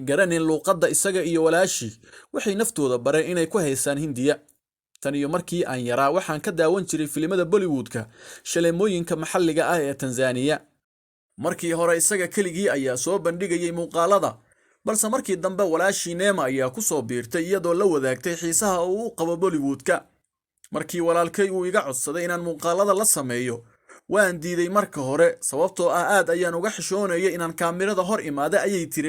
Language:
Somali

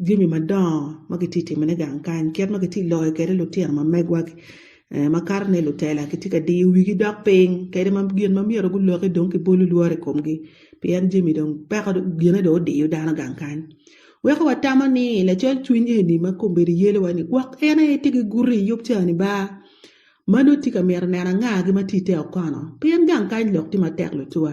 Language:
Acoli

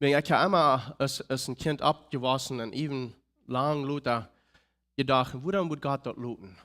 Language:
Plautdietsch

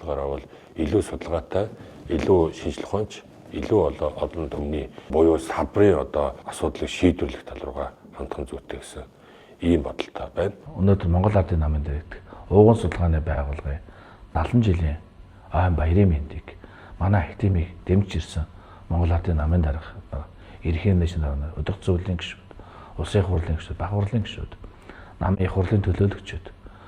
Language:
Mongolian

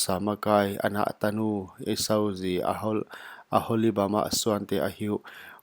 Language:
Paite Chin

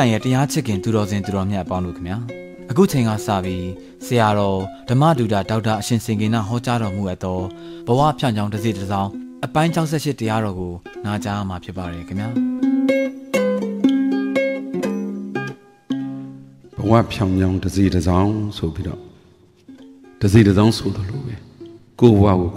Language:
Burmese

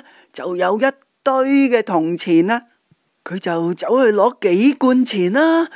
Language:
Cantonese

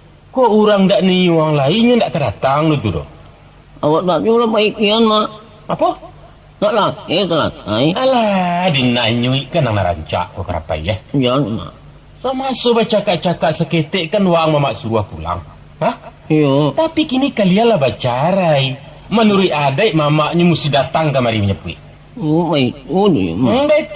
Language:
Minangkabau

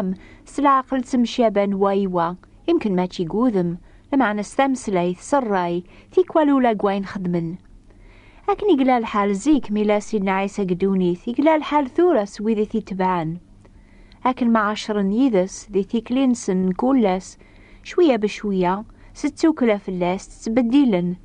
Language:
Kabyle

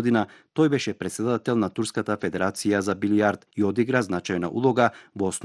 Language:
Macedonian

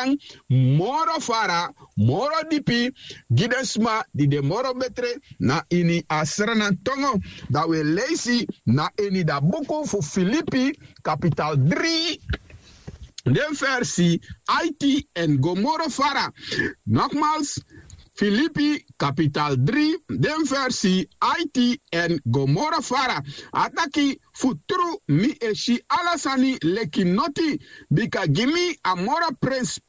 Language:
Sranan Tongo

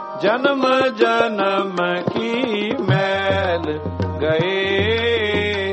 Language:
Punjabi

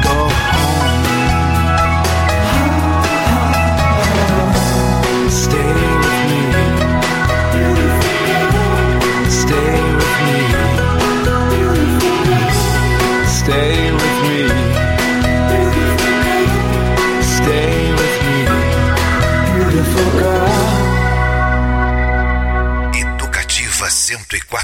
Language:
Portuguese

